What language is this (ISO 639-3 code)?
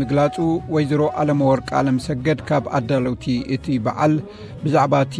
tir